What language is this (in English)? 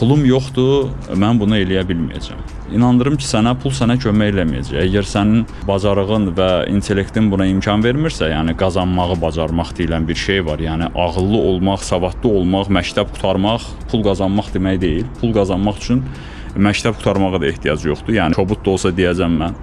Azerbaijani